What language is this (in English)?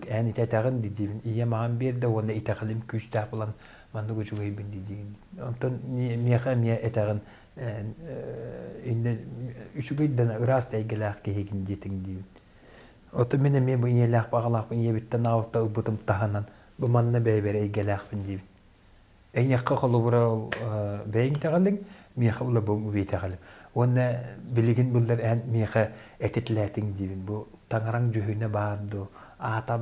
Yakut